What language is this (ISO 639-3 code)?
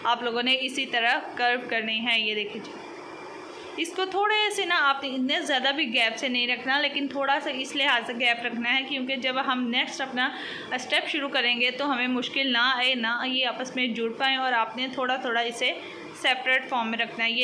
hin